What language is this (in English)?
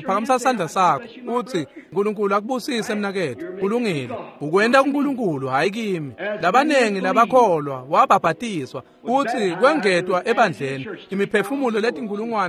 Swati